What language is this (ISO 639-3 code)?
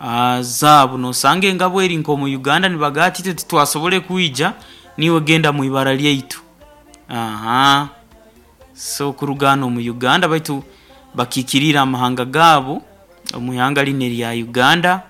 nyo